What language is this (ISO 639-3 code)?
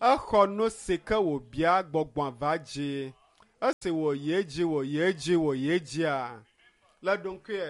ewe